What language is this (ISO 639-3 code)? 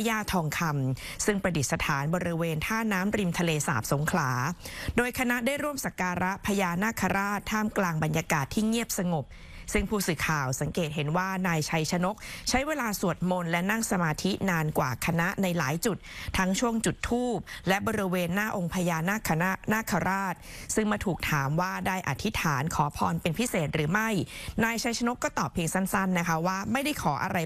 tha